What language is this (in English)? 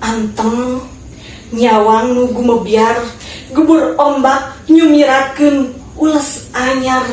Sundanese